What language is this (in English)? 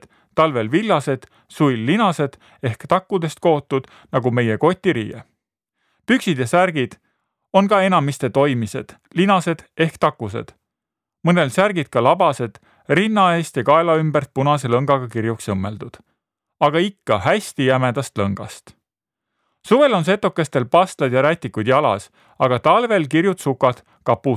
Estonian